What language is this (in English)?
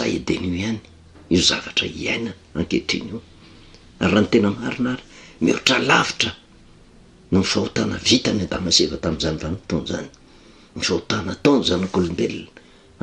Malagasy